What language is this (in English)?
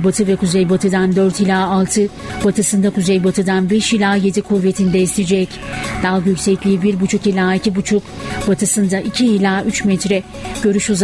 Turkish